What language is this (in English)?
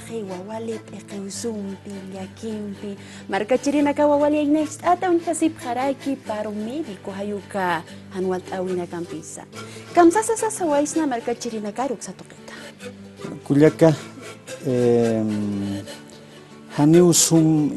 Aymara